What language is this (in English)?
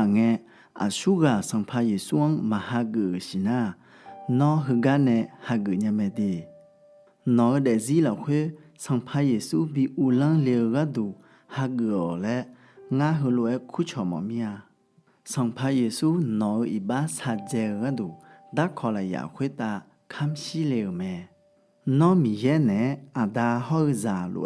Akha